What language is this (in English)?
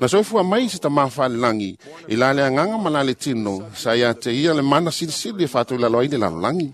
Samoan